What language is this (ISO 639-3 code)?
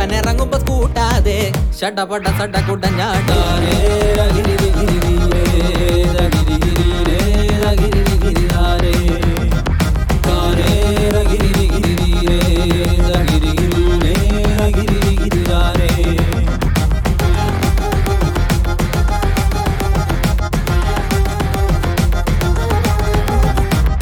mal